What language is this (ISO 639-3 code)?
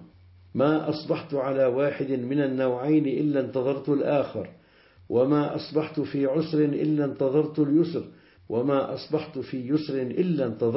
ara